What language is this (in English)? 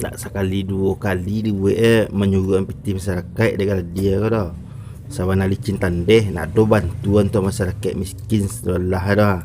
Minangkabau